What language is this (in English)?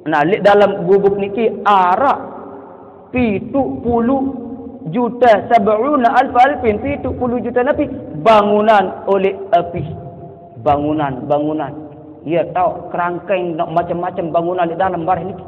Sasak